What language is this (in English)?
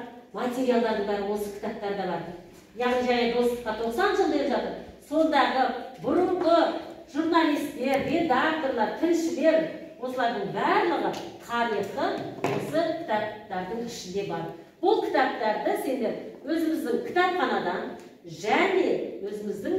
Kazakh